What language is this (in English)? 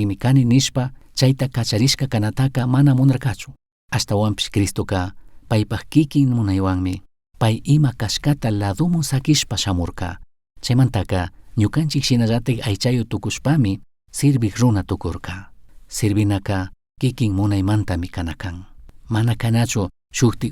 Chimborazo Highland Quichua